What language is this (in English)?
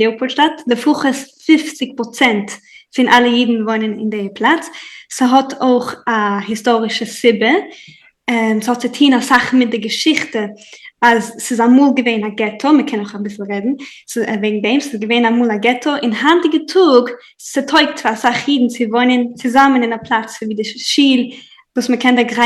Yiddish